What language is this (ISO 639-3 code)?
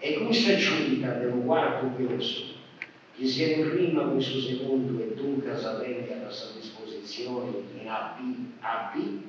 srd